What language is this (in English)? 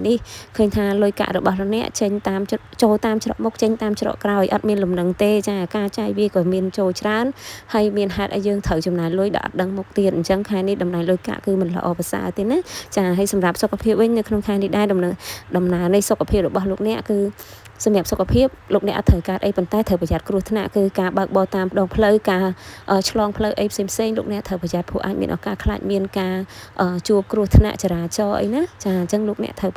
Khmer